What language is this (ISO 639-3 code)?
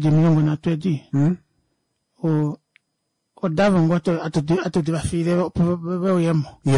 kua